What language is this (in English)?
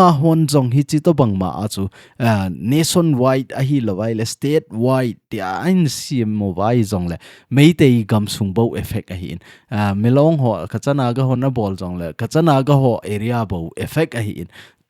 Thado Chin